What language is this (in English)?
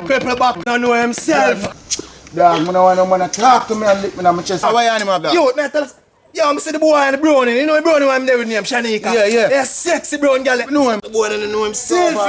Jamaican Creole English